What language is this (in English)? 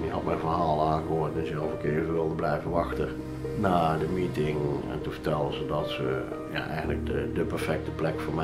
Dutch